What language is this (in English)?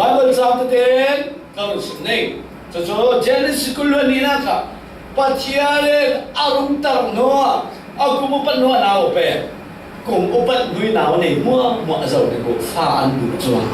Falam Chin